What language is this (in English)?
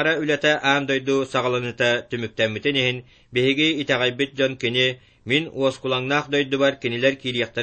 Yakut